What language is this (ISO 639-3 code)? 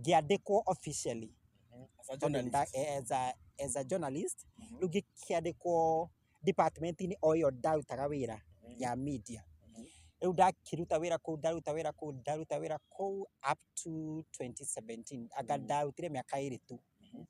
kik